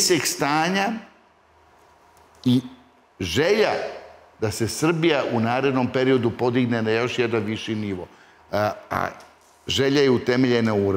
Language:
Serbian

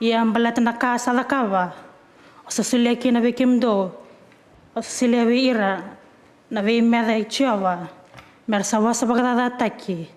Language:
Fijian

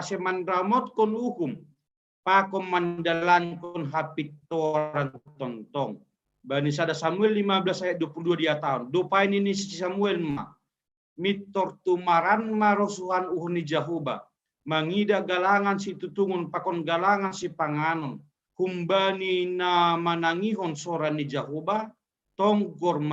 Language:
Batak Simalungun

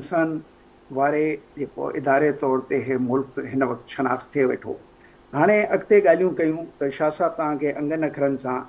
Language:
Sindhi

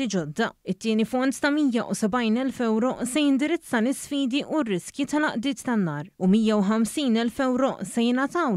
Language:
Maltese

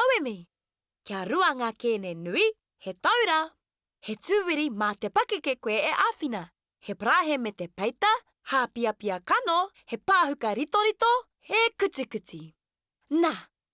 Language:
Māori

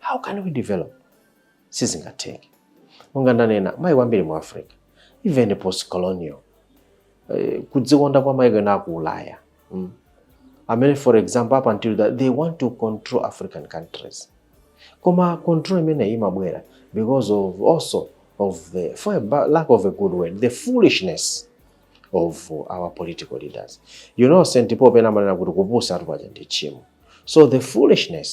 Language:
Nyanja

